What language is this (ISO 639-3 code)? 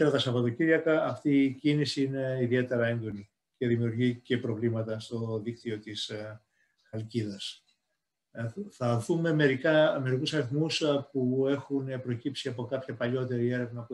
ell